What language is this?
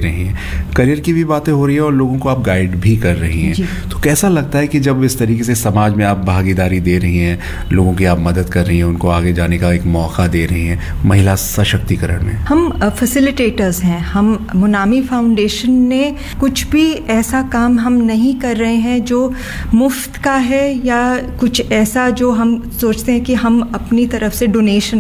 Hindi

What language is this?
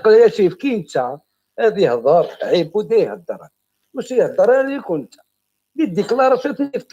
Kabyle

